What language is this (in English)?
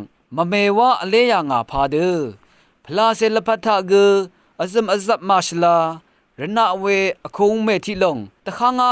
Rawang